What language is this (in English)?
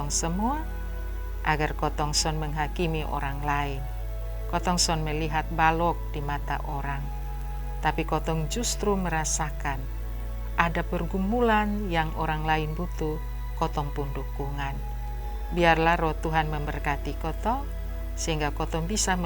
Kupang Malay